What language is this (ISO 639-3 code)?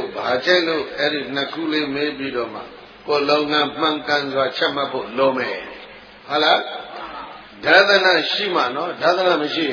mya